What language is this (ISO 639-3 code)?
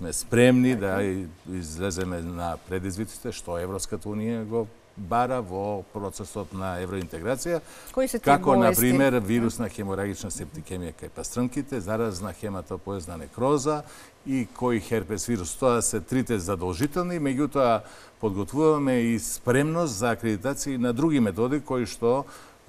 mkd